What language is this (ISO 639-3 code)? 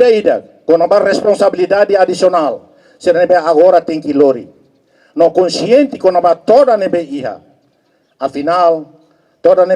tet